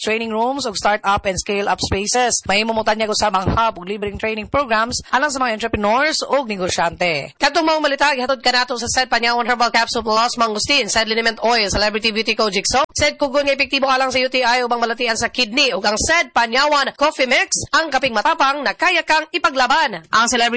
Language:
Cebuano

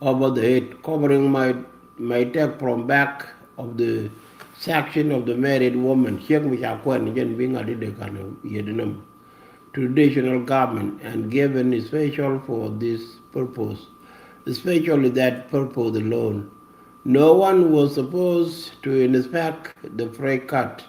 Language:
Nuer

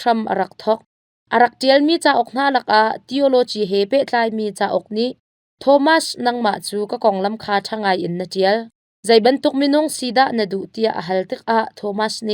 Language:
Hakha Chin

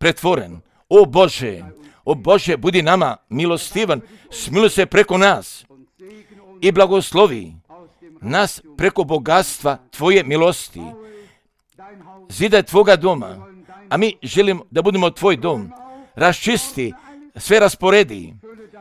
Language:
Croatian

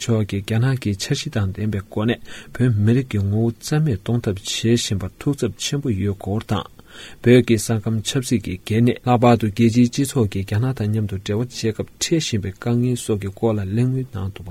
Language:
Tibetan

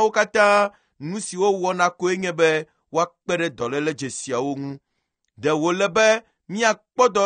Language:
Ewe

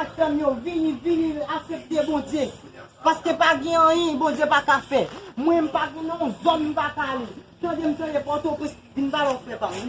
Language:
Haitian Creole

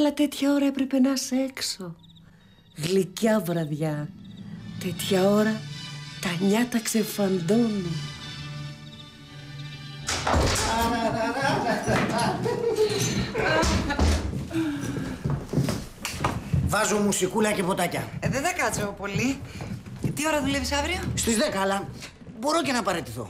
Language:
Greek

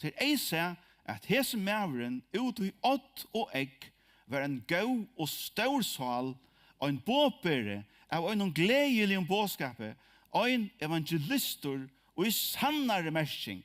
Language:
Faroese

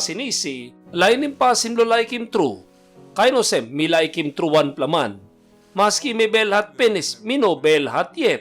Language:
Tok Pisin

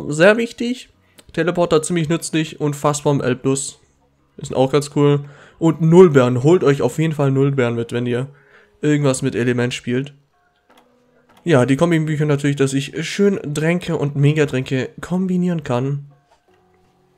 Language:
German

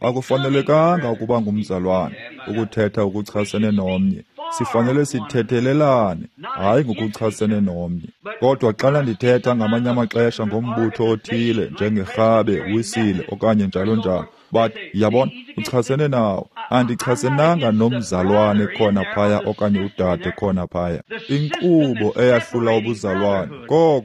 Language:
Xhosa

